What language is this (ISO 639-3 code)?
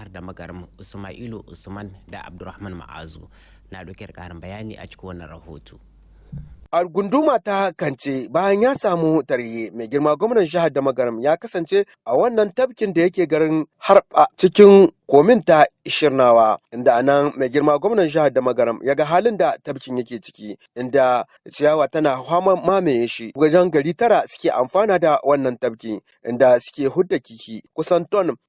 hau